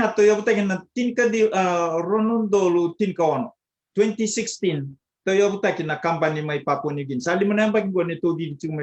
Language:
Fijian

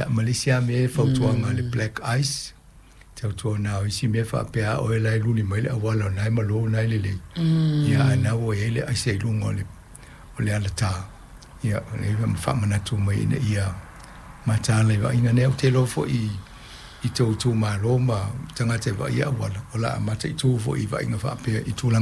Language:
Samoan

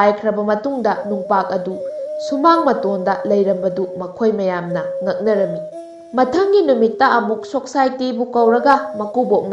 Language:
Manipuri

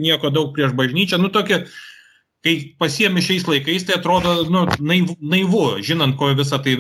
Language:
Lithuanian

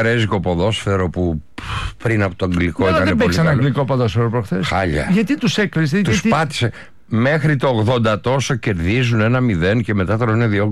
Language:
Greek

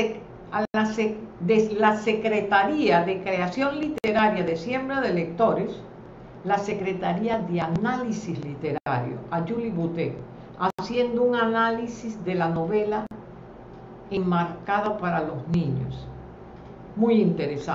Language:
Spanish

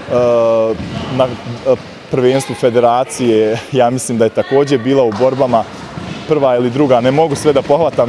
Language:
Bosnian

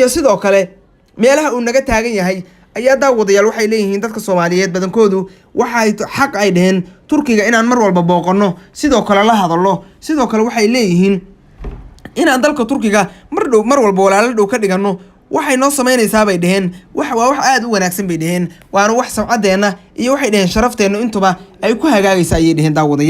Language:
Somali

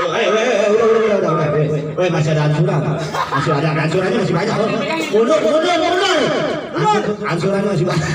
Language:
Betawi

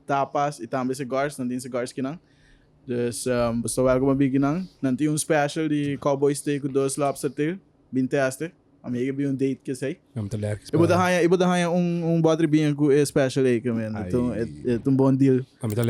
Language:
Papiamento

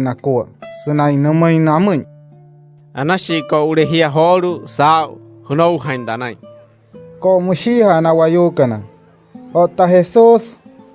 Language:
Wayuu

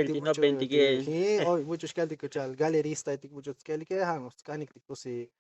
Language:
Tzotzil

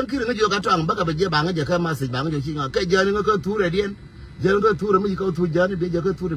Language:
Nuer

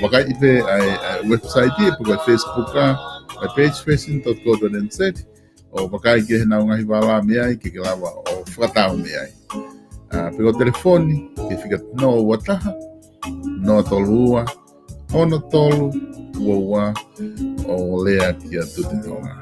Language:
Tongan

